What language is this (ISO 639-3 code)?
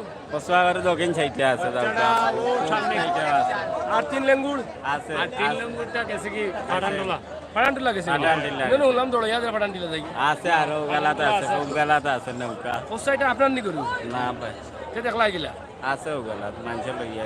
syl